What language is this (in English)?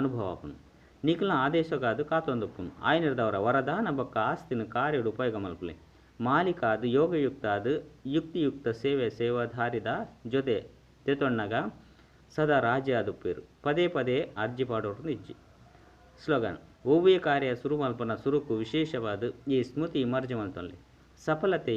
Tulu